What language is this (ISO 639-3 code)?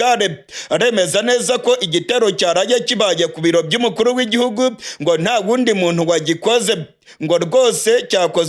run